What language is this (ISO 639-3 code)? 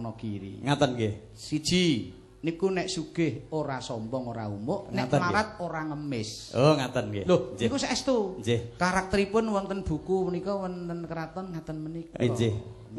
jav